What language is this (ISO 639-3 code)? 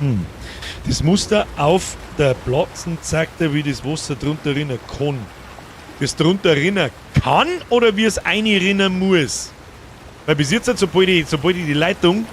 bar